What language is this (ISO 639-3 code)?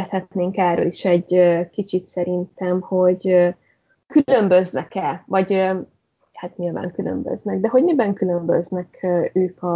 hun